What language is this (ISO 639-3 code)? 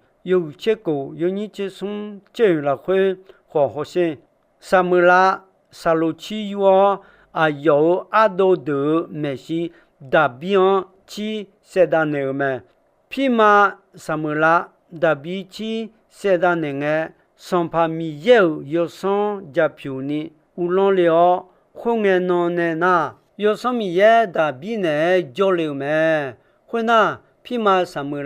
ahk